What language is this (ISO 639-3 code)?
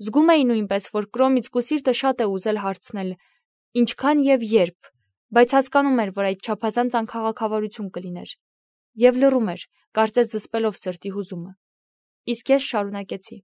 hye